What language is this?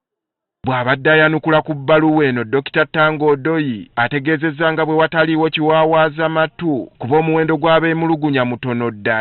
Ganda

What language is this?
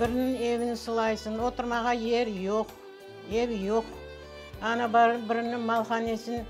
Crimean Tatar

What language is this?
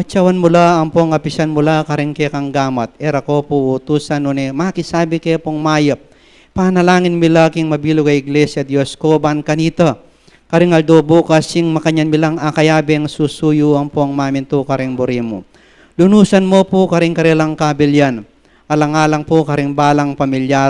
Pampanga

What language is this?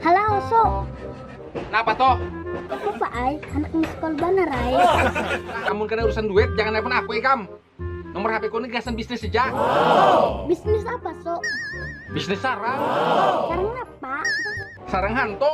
Banjar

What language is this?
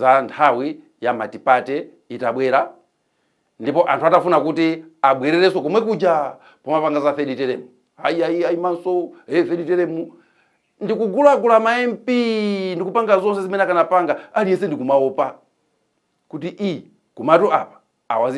Nyanja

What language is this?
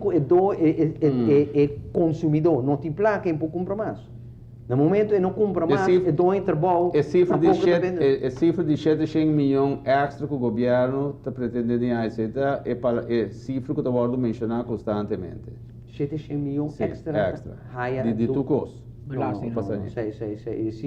Papiamento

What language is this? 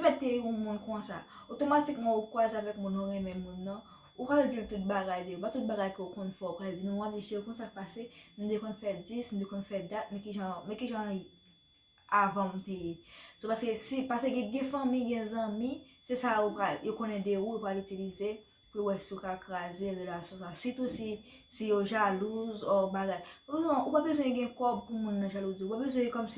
Haitian Creole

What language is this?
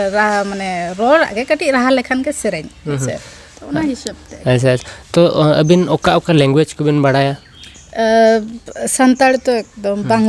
Santali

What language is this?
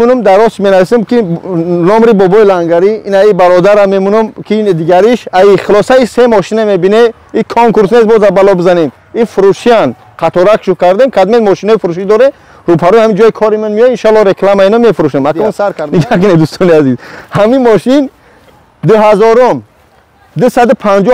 Tajik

